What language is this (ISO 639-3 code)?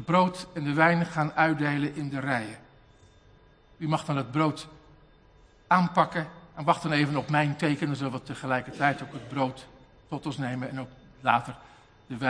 nld